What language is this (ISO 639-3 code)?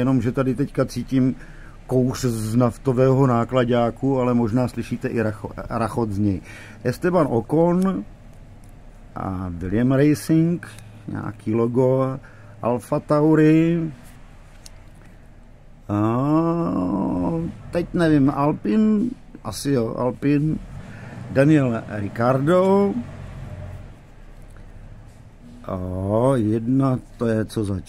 ces